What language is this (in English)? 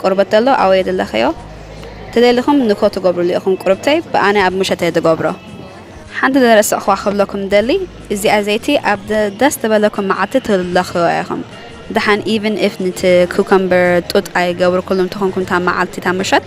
Tigrinya